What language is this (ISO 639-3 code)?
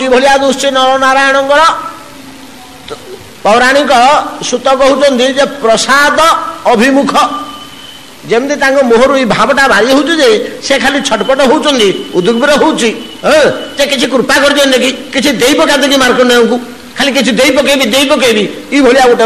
ori